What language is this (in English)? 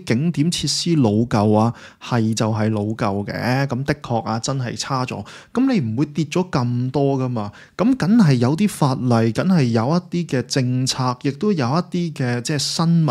Cantonese